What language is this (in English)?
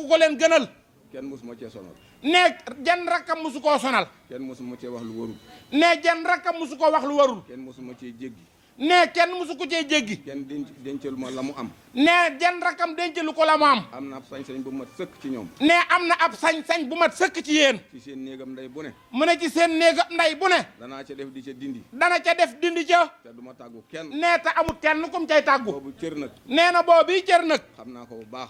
Wolof